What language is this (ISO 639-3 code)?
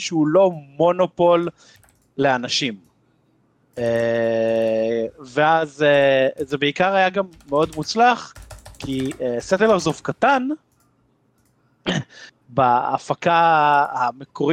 heb